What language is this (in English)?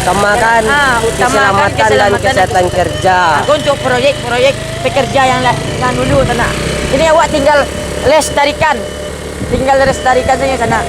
Minangkabau